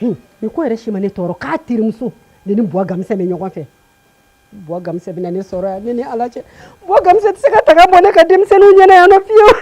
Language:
Bambara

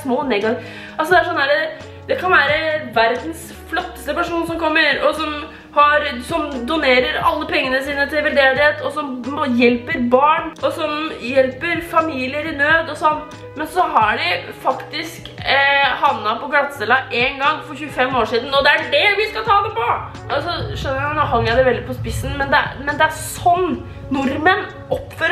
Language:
Norwegian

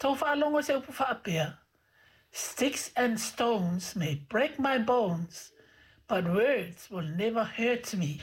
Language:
Samoan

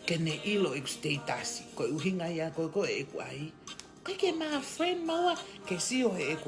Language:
Tongan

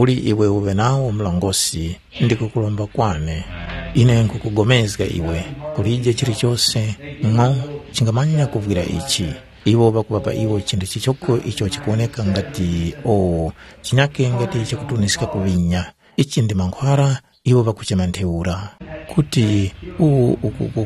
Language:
Tumbuka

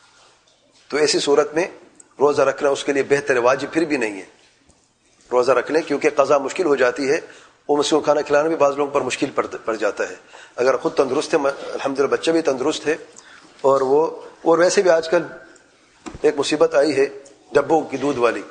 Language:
Urdu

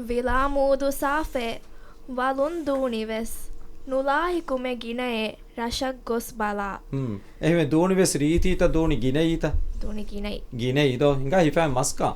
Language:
Divehi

